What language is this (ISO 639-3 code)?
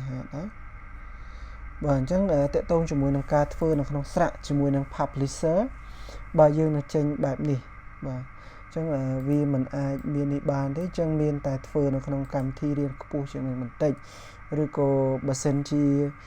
khm